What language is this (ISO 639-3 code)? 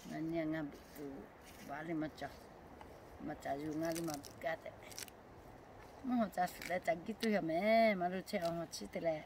lhu